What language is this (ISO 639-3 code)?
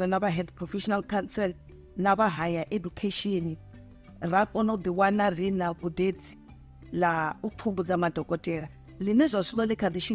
ven